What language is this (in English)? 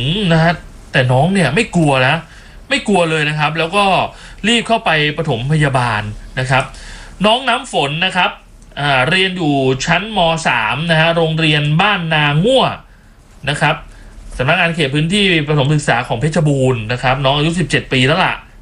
Thai